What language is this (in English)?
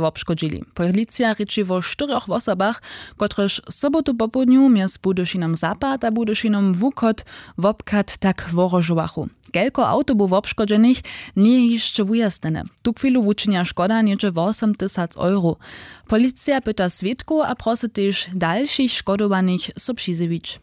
Upper Sorbian